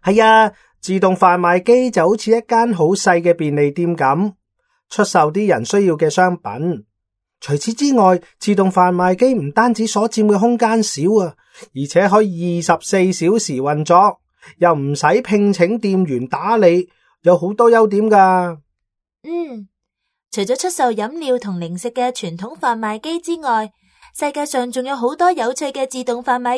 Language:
Cantonese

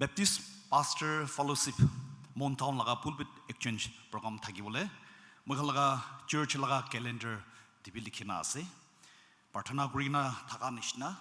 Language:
Naga Pidgin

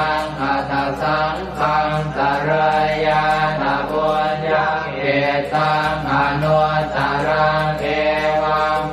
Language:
Pali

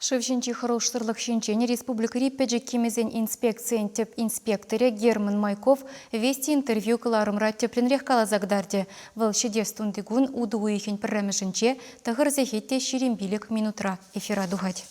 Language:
Chuvash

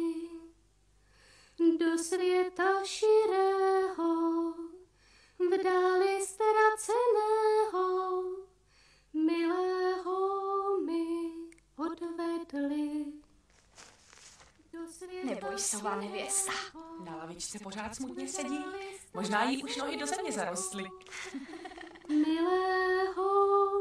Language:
Czech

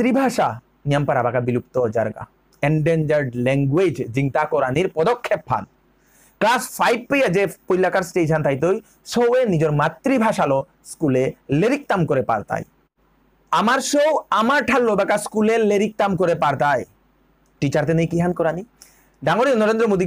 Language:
Bishnupriya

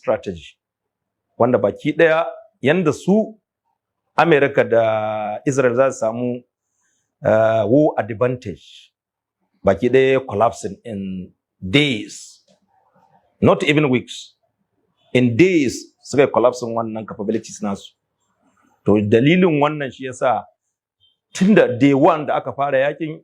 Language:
Hausa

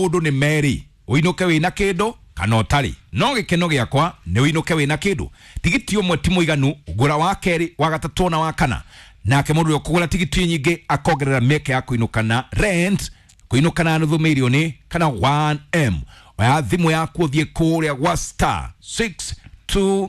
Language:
Kikuyu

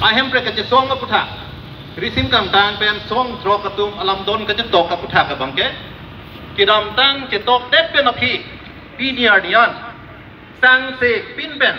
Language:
Karbi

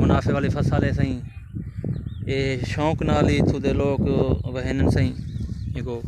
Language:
Saraiki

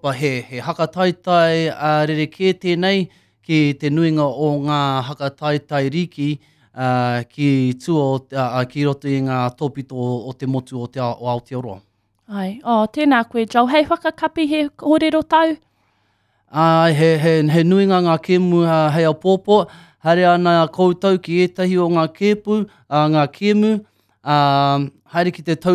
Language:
Māori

